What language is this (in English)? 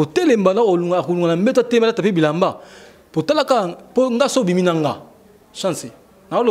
Lingala